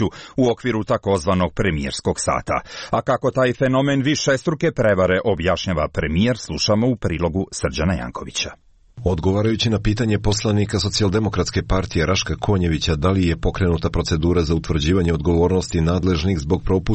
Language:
Croatian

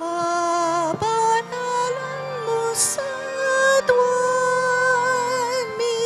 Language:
Pampanga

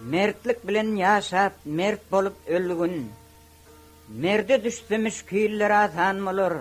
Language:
Turkmen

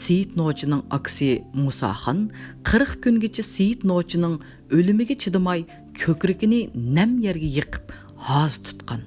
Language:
Uyghur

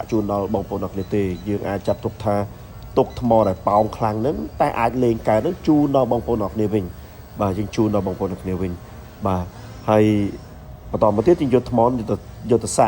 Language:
Khmer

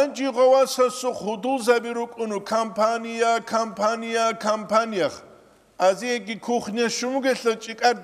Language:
Avaric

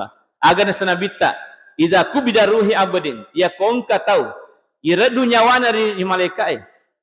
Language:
Buginese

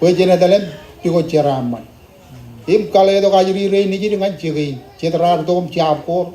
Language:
Marshallese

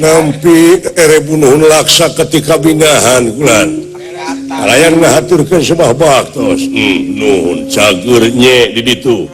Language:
Sundanese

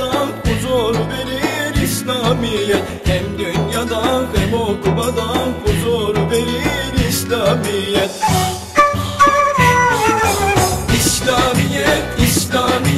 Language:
Turkish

